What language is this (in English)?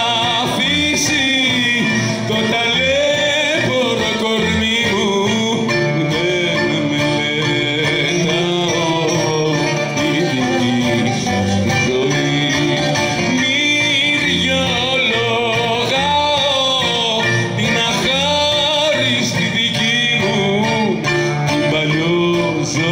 Greek